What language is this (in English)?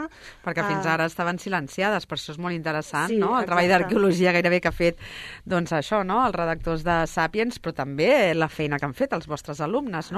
Catalan